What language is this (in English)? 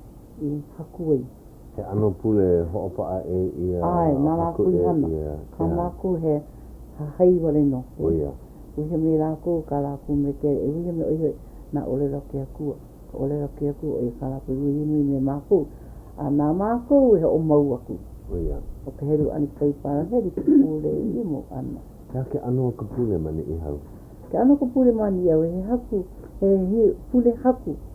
Hawaiian